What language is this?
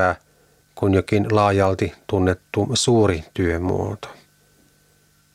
Finnish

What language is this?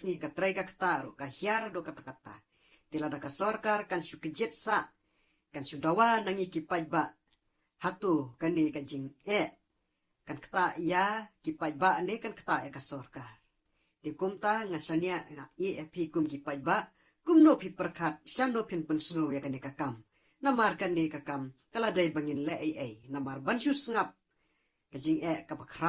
Khasi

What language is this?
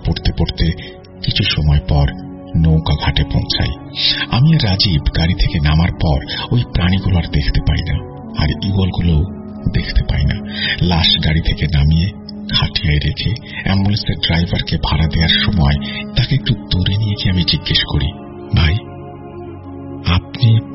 Bangla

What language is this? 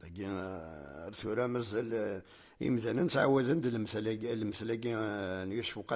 Kabyle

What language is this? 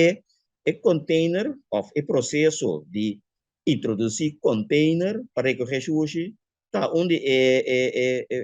Papiamento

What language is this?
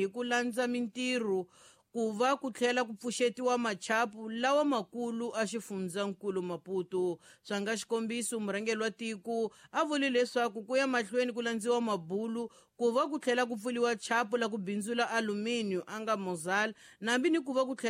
Tsonga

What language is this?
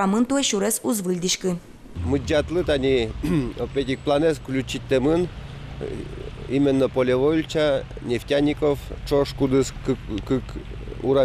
Udmurt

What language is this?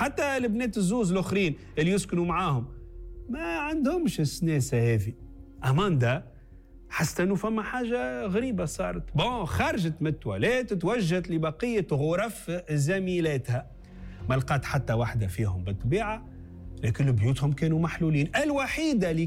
Tunisian Arabic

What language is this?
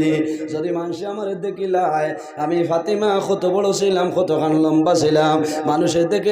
Sylheti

